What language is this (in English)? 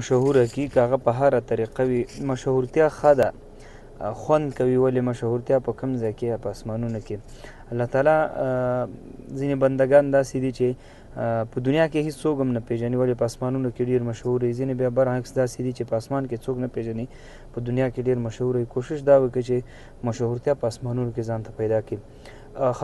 Pashto